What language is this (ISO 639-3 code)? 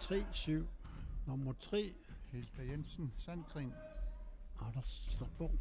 kal